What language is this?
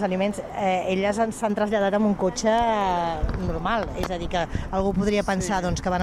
Catalan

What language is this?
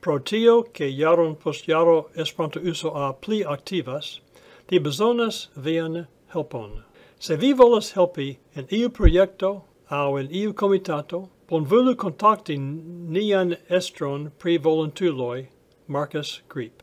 Esperanto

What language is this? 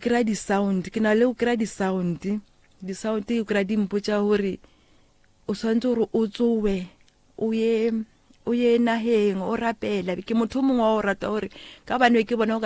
Northern Sotho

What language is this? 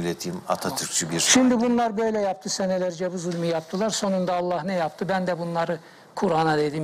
Turkish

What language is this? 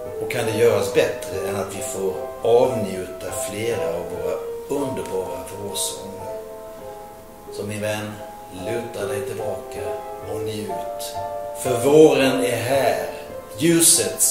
Swedish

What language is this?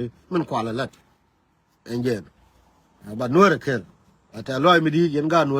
Nuer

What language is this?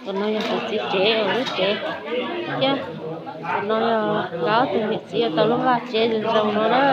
Hmong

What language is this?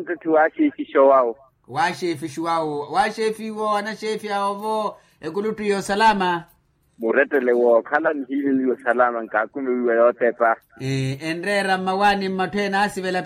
Makhuwa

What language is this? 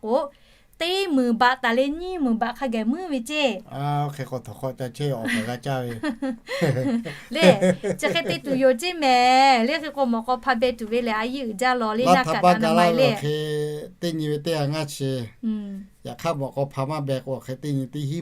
Lahu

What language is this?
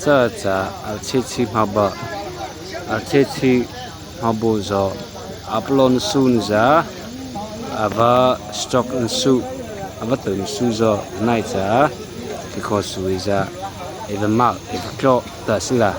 Mara Chin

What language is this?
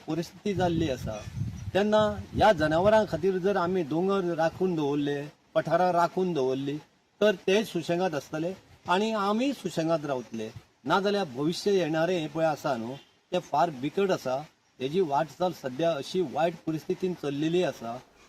Konkani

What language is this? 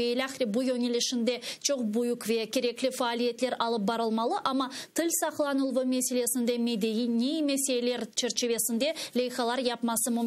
Crimean Tatar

